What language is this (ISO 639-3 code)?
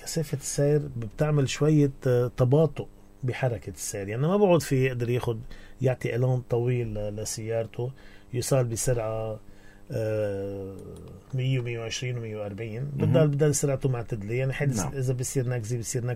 apc